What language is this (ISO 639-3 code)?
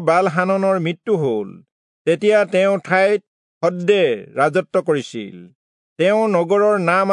asm